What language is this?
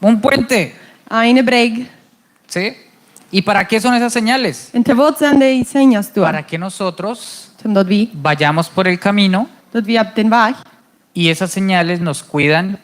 Plautdietsch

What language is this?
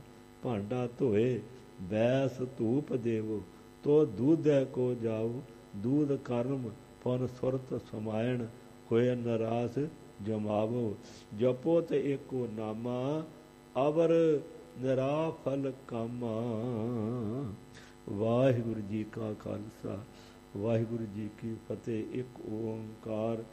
Punjabi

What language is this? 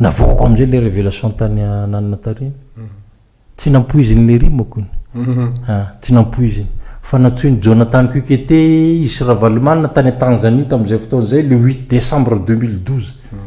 Malagasy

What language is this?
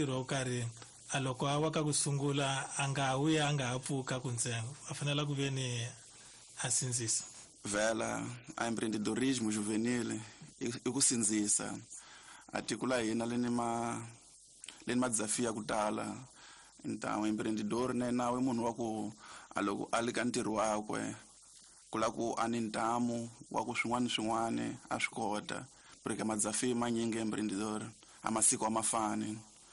Tsonga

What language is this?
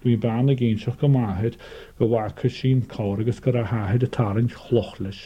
Irish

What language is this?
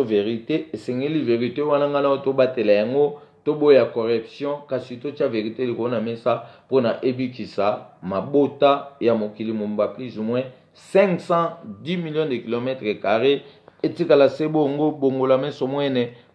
Lingala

